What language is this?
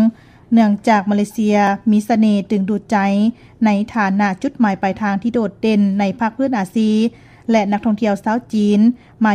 Lao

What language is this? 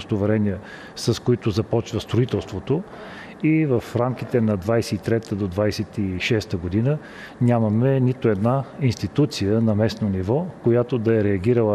Bulgarian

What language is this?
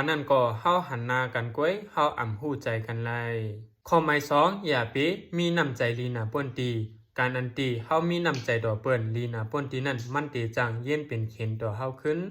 Shan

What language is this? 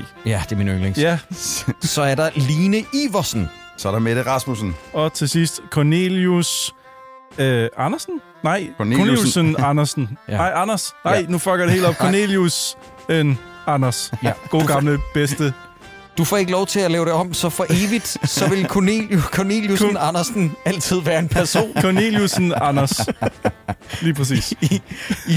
Danish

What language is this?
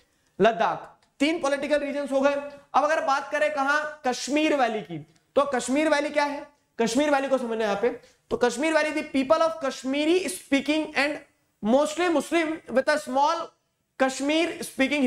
Hindi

